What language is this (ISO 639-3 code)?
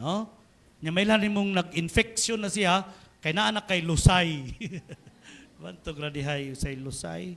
ceb